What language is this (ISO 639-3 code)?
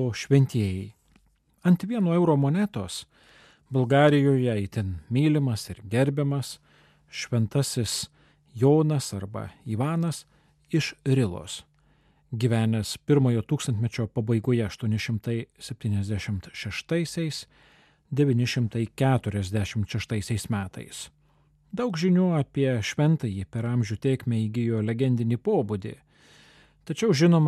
lit